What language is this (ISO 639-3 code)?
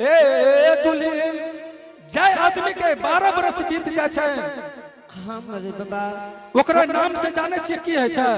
anp